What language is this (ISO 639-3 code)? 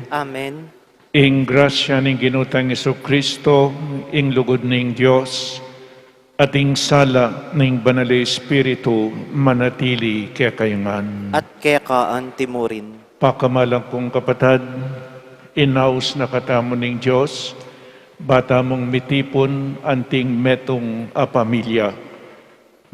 pam